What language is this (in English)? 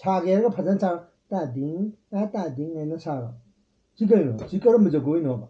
Manipuri